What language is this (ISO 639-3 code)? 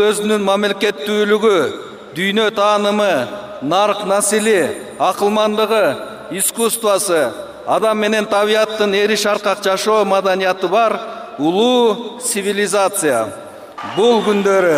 kir